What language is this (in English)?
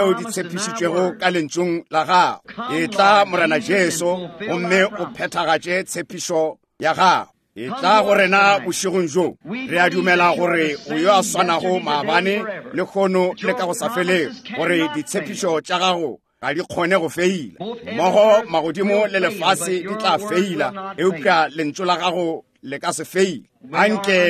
Northern Sotho